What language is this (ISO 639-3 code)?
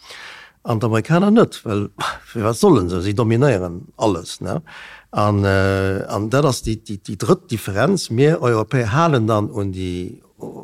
ltz